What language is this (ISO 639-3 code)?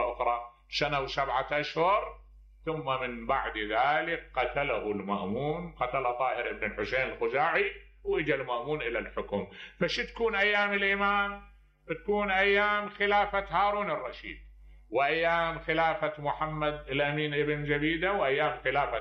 acm